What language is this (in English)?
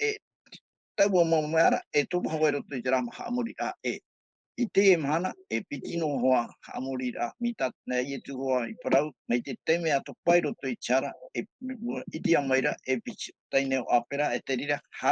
Tahitian